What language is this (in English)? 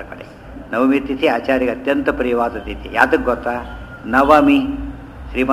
Kannada